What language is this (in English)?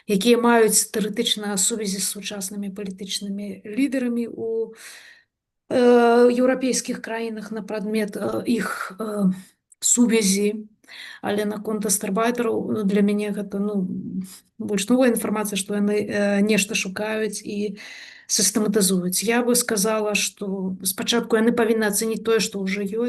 Belarusian